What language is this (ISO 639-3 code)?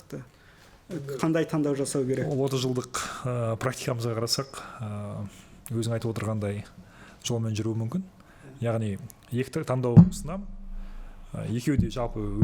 kaz